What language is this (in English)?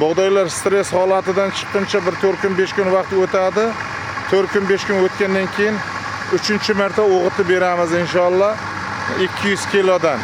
Uzbek